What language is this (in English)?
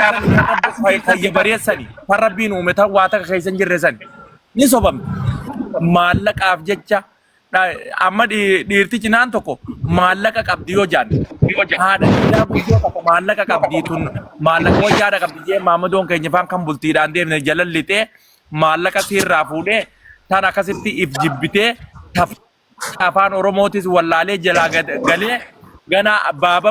Oromo